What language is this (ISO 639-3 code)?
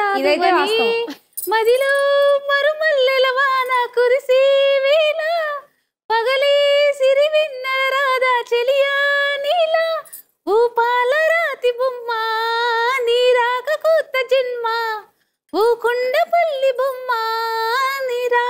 tel